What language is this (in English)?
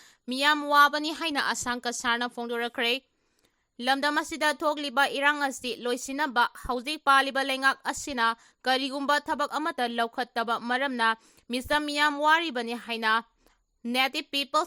Manipuri